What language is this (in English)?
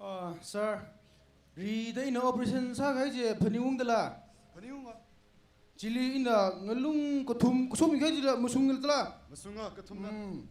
Tangkhul Naga (India)